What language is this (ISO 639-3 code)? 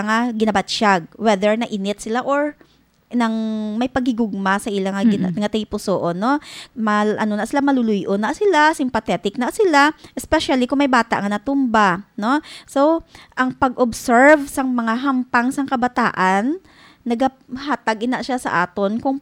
hil